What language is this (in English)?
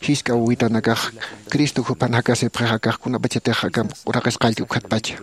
Aymara